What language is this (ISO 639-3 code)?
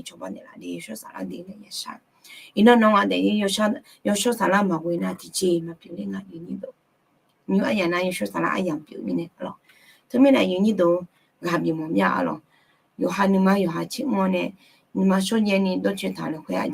ahk